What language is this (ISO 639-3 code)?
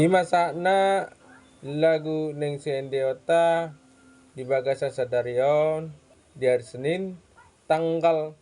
bbc